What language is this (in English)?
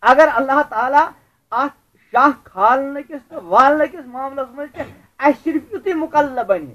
Kashmiri